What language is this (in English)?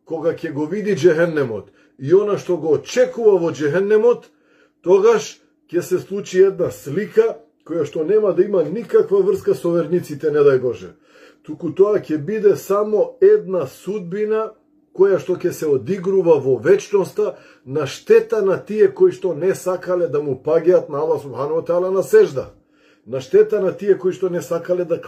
Macedonian